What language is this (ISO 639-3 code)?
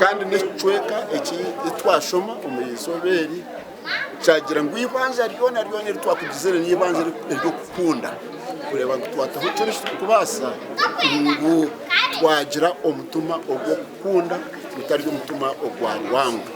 nyn